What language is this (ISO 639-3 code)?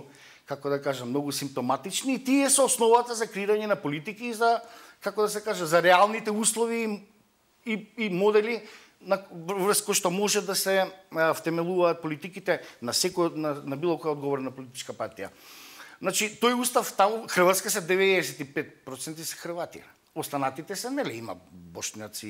mkd